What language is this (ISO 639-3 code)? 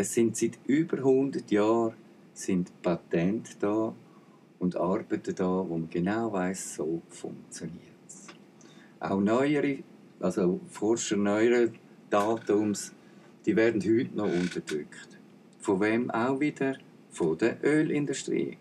gsw